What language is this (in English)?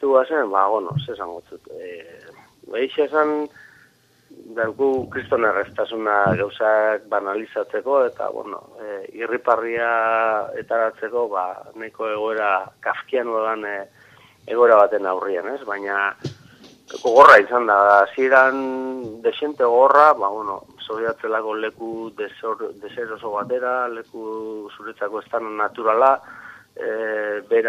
Basque